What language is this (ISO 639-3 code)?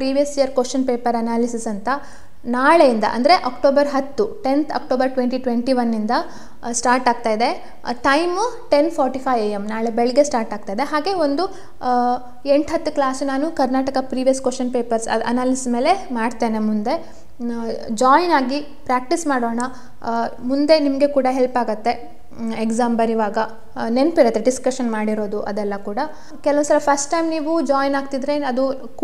kan